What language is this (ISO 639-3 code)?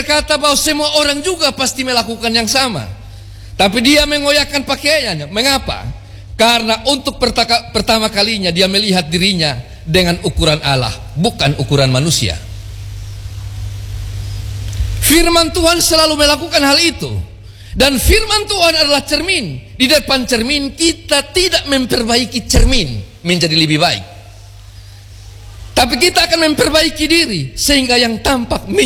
ind